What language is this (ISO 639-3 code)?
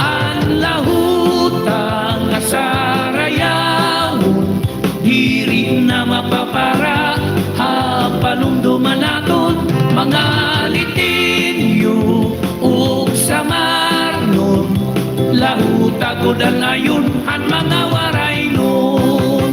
war